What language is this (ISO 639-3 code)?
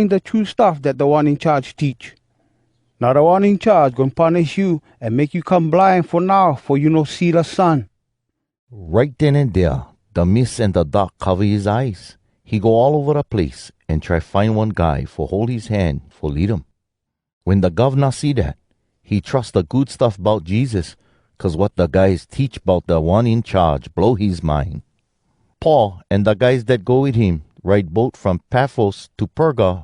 hwc